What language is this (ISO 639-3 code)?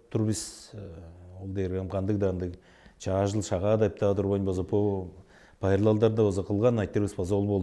tyv